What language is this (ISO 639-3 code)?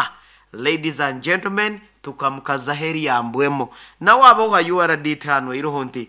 nyo